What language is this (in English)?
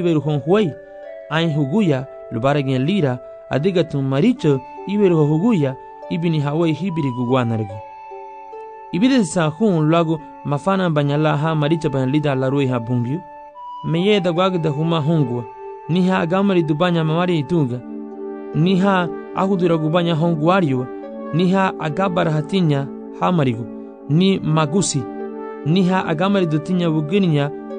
Garifuna